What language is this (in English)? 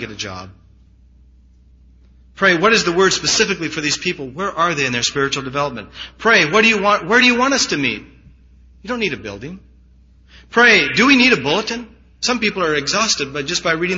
English